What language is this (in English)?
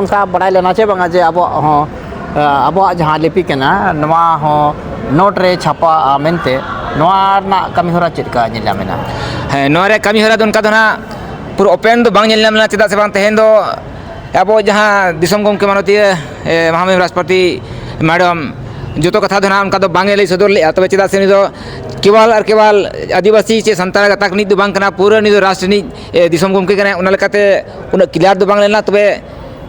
Santali